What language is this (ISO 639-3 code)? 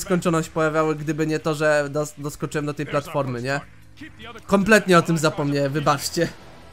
pol